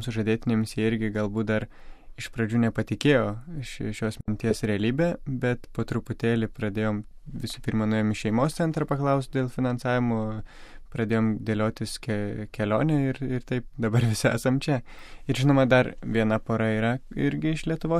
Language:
Lithuanian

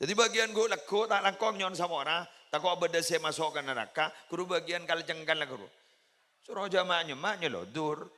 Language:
Madurese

